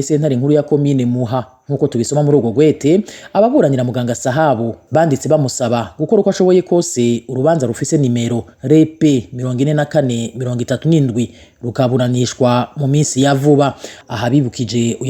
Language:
Rundi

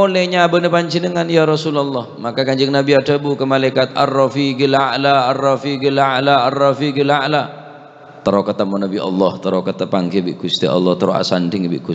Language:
Madurese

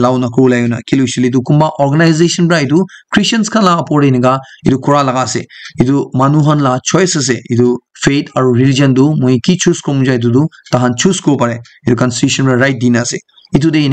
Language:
Naga Pidgin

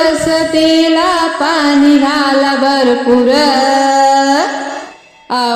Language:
Marathi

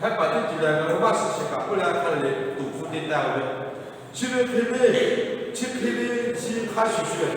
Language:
Lahu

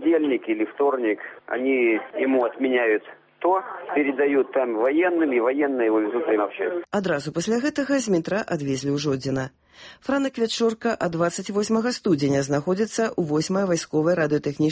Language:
Belarusian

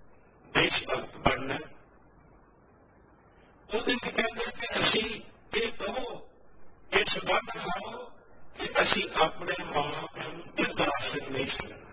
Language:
Punjabi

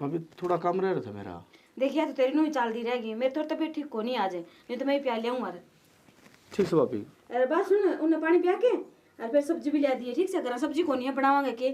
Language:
Haryanvi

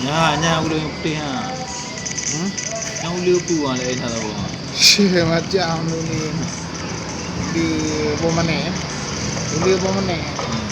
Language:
Achinese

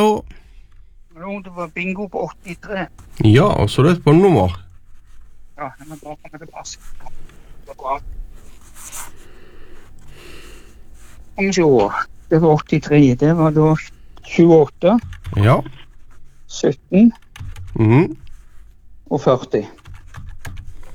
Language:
Norwegian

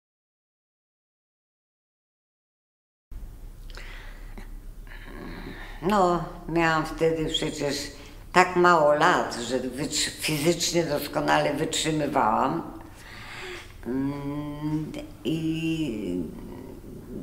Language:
Polish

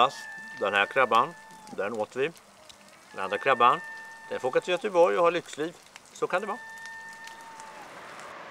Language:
Swedish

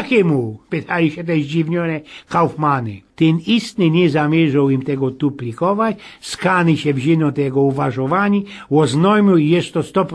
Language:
Silesian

